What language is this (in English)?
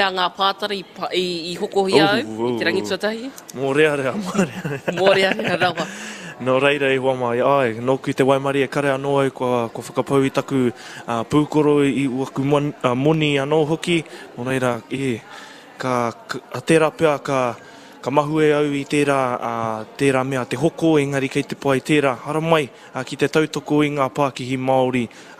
Māori